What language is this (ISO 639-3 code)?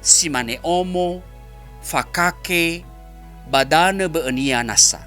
nia